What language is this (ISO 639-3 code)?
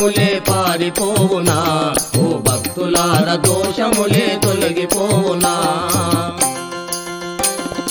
tel